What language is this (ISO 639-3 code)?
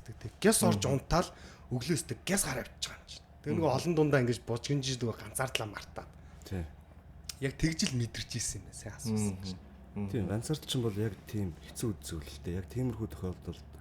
mon